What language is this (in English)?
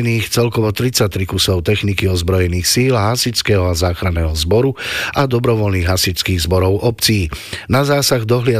Slovak